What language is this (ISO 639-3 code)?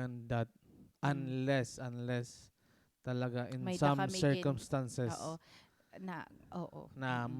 war